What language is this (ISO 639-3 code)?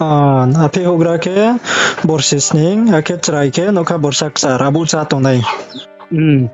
ria